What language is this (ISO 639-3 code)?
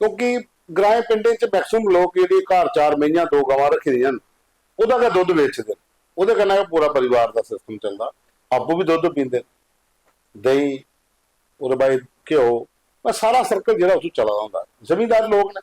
doi